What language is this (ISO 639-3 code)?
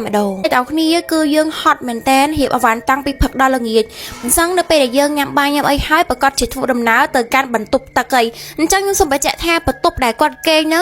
khm